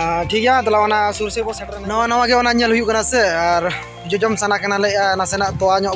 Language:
Santali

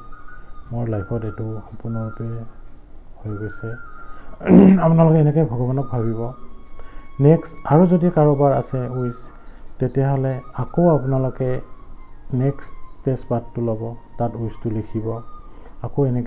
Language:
Assamese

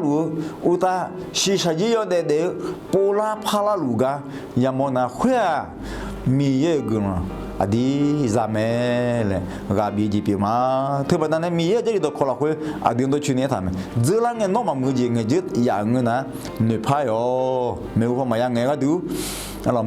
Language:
Akha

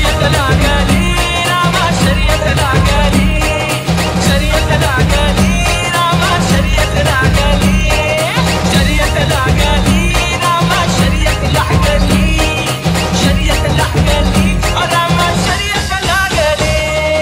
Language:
Marathi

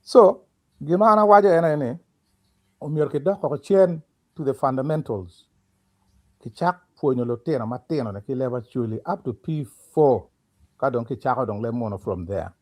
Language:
Acoli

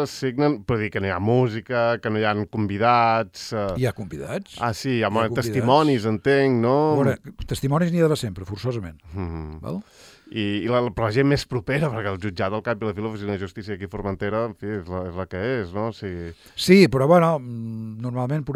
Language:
Catalan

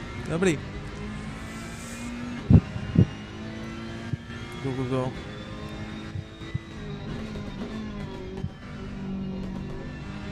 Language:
Czech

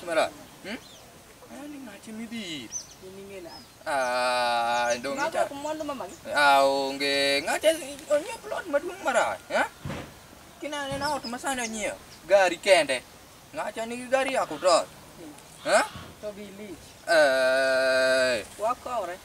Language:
Luo (Kenya and Tanzania)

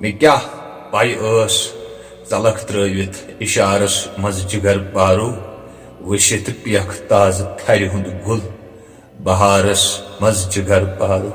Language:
Kashmiri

